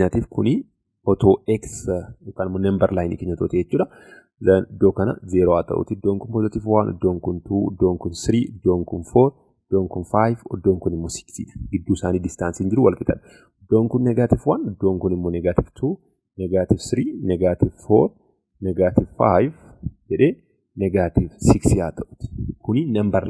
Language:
Oromo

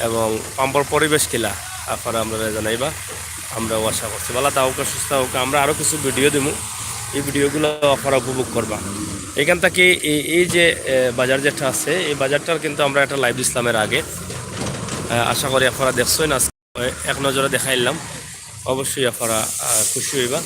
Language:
Sylheti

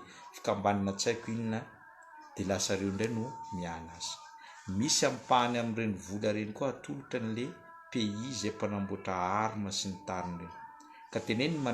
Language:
Malagasy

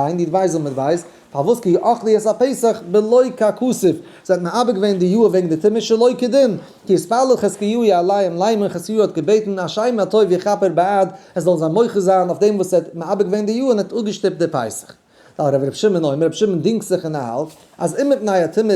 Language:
Yiddish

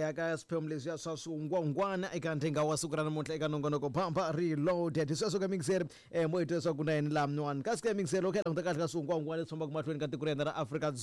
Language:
Tsonga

